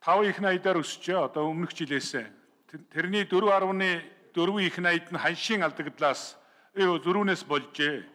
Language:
Mongolian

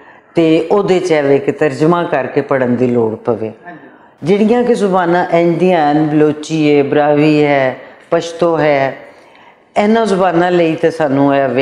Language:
Western Panjabi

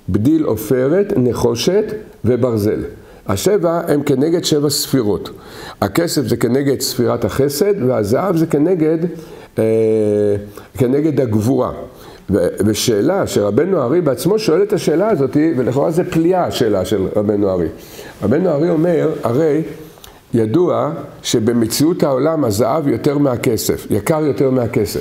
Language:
Hebrew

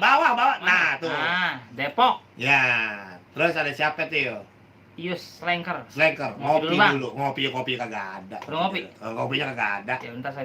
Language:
Betawi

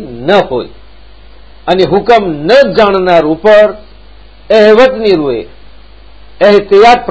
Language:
Gujarati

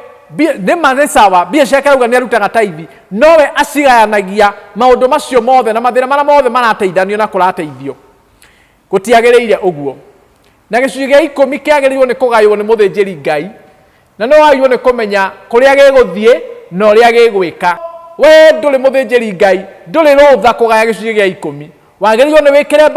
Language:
Kikuyu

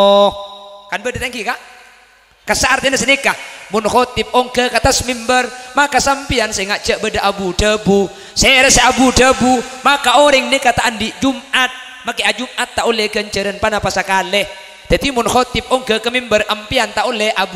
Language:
Madurese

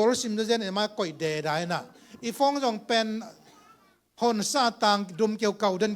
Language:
Tedim Chin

